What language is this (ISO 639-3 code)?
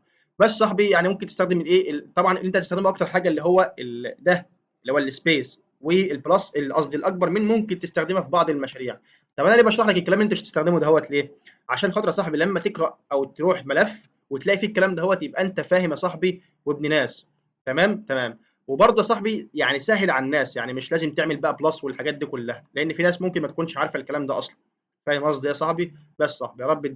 arz